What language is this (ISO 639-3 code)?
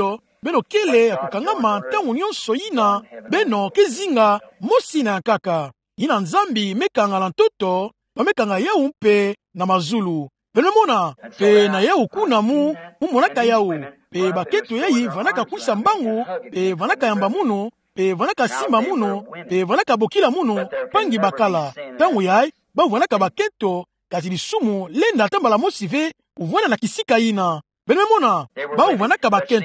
ktu